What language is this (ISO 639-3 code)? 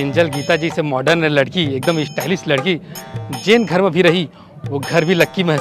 hne